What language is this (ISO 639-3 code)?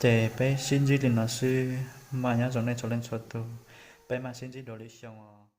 hmn